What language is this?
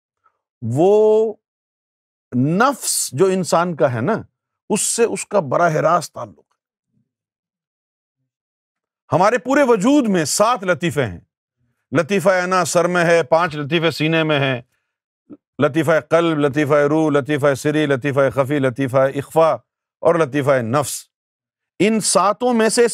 Urdu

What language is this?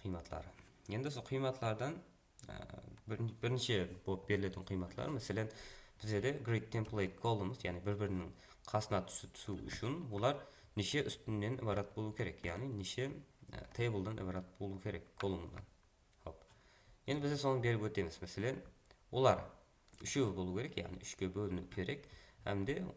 Kara-Kalpak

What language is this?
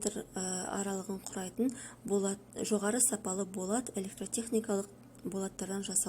Kazakh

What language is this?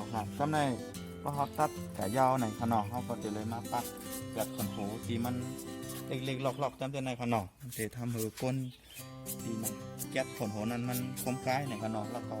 Shan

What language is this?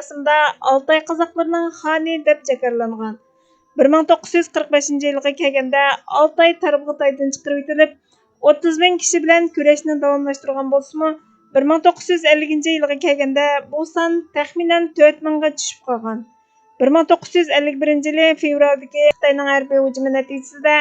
Uyghur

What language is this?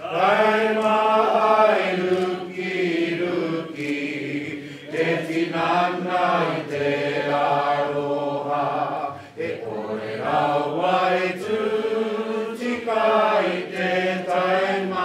Māori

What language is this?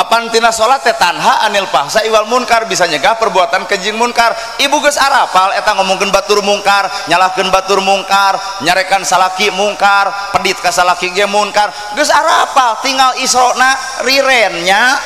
Sundanese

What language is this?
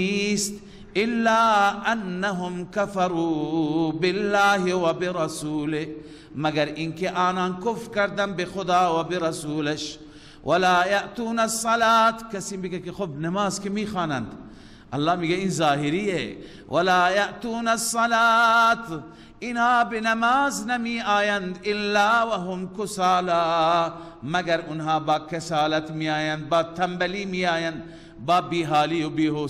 Persian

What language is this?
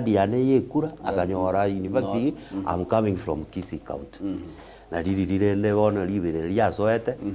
Gusii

